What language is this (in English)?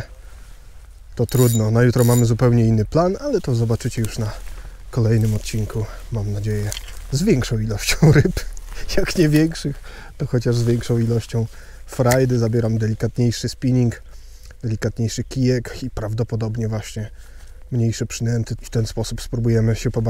Polish